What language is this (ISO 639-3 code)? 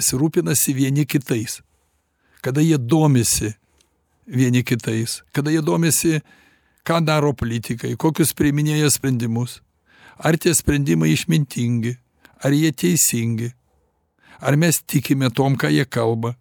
lit